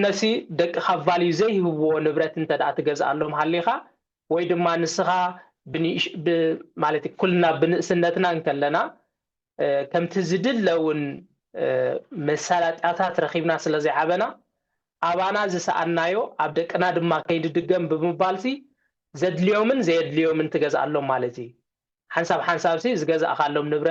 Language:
Tigrinya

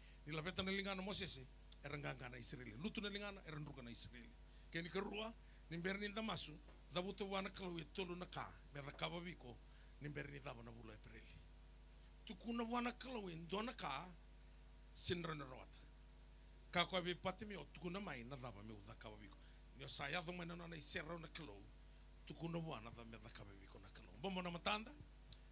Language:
Fijian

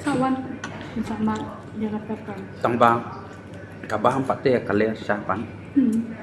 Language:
Khasi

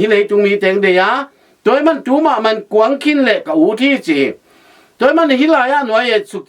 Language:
Tedim Chin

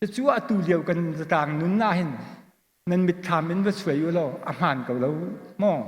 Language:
Hakha Chin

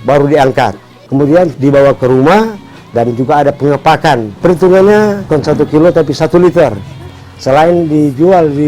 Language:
Manado Malay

